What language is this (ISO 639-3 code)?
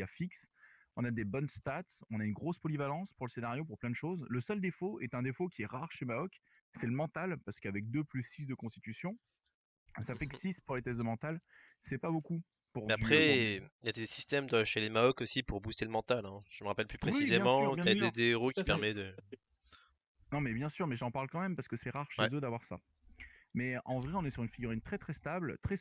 fra